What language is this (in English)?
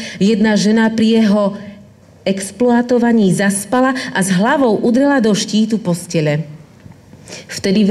Slovak